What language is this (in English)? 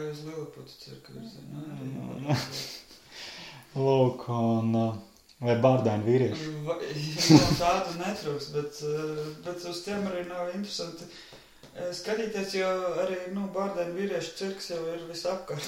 Latvian